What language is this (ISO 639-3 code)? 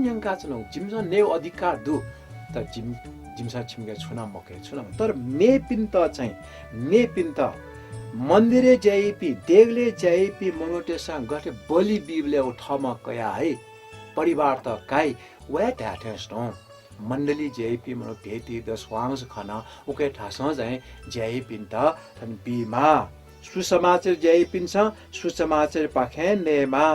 new